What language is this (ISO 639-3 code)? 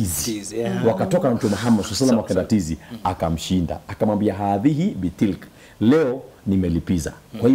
swa